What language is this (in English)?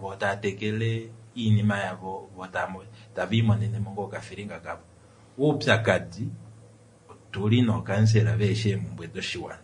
Kuanyama